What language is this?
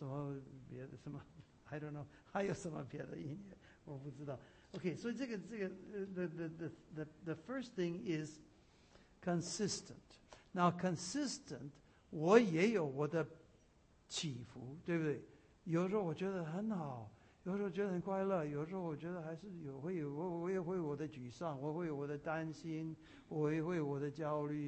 Chinese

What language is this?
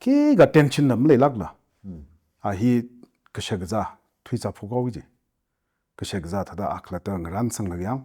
Tangkhul Naga (India)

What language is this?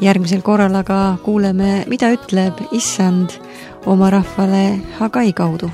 Estonian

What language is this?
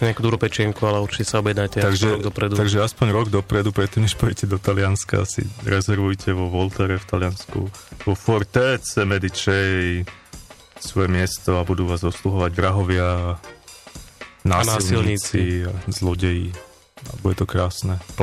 Slovak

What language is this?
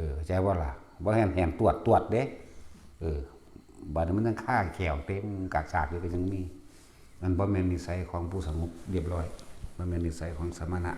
Northeastern Thai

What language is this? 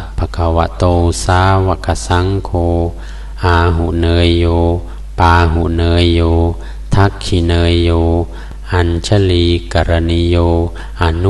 Pali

